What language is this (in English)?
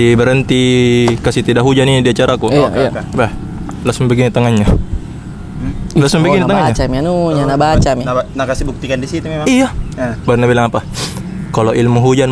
Makassar Malay